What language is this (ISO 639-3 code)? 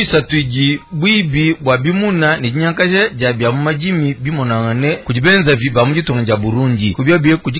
lua